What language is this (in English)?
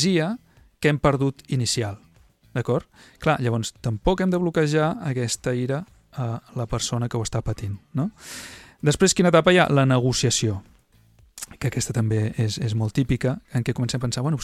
Catalan